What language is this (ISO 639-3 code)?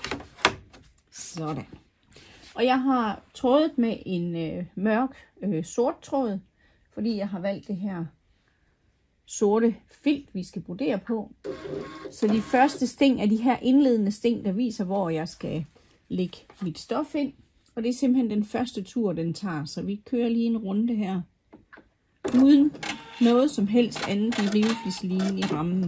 dan